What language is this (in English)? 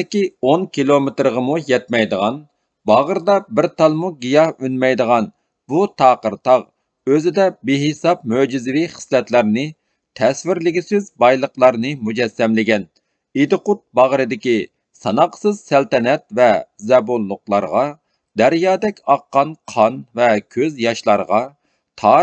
Uyghur